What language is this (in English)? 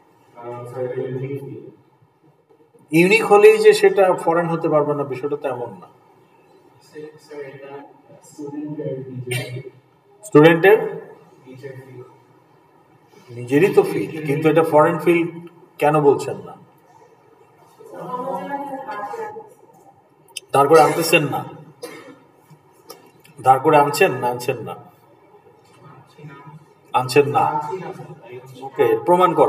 Bangla